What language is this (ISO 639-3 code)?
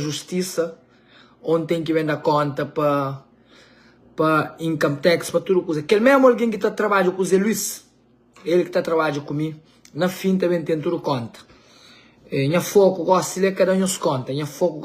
kea